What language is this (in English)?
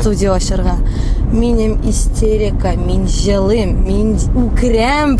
Tatar